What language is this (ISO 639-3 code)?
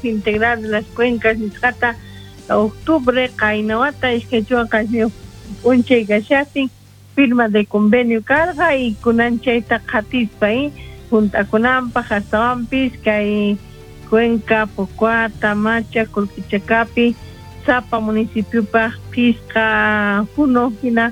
que